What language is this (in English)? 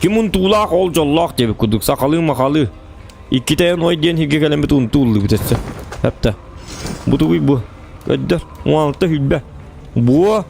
Yakut